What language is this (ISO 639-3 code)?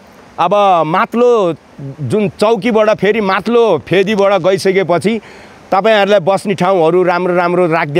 nep